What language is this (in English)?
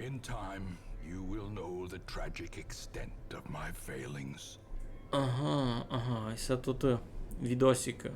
Rusyn